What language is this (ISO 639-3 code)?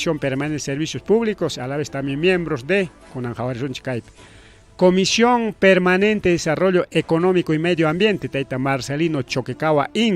quy